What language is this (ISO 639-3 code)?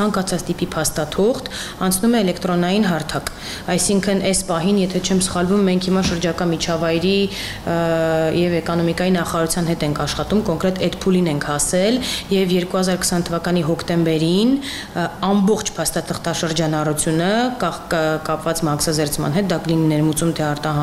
hye